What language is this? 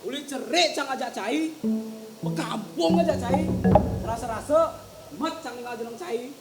Balinese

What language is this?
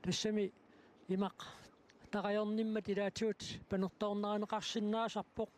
Kalaallisut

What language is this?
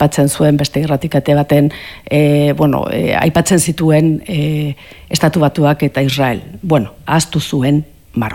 Basque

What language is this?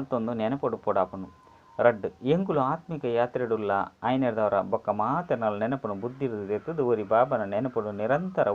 Tulu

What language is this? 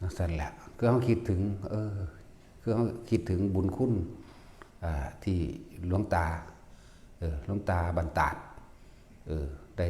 Northeastern Thai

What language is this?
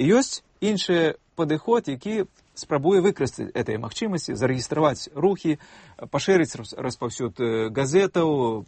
Belarusian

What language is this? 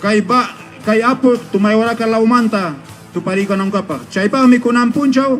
Ayacucho Quechua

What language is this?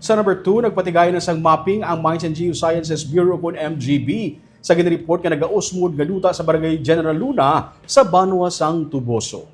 Hiligaynon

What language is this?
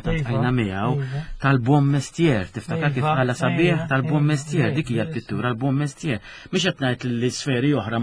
Maltese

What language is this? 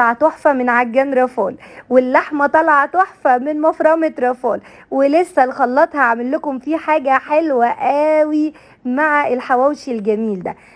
Egyptian Arabic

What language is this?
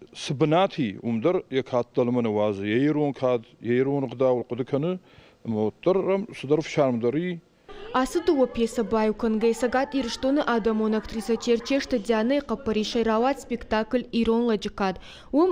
Ossetic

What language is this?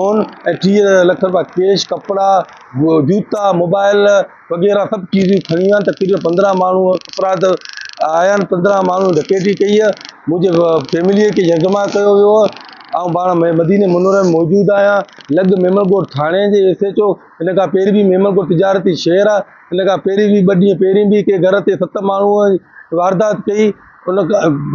Sindhi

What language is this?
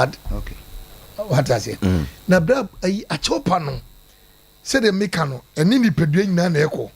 Akan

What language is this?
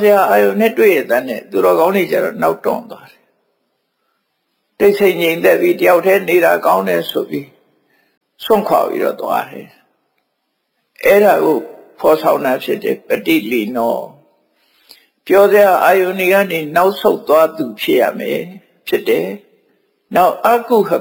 Burmese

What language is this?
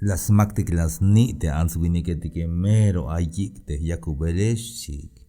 Tzeltal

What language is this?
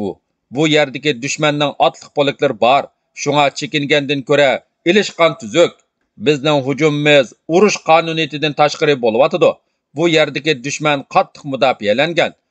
Uyghur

